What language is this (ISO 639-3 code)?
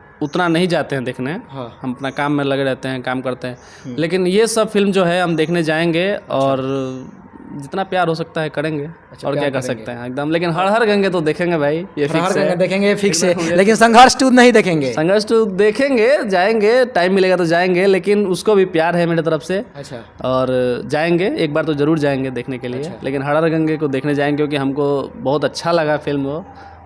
bho